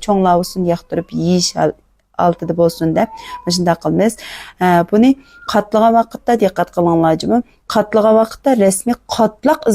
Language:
Uyghur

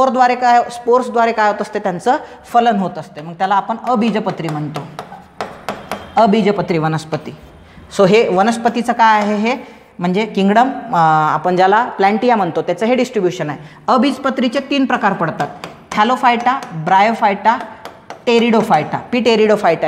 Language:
Marathi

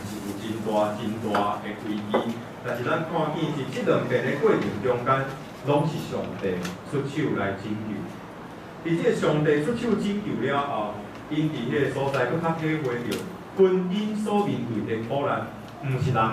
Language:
Min Nan Chinese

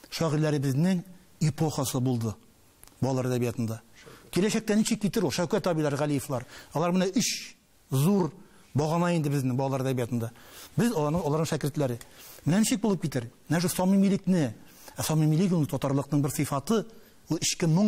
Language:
Tatar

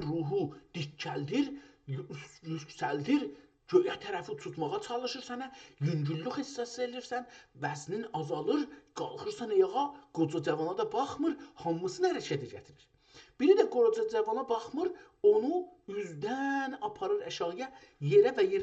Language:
South Azerbaijani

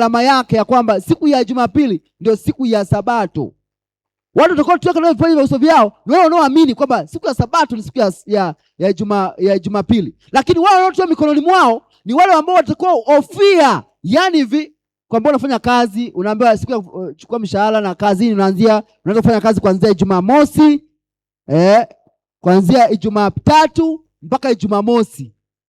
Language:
Swahili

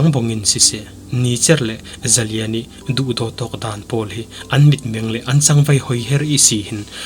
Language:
Falam Chin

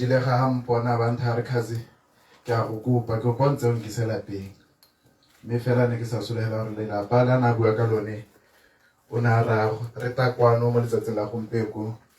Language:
Tswana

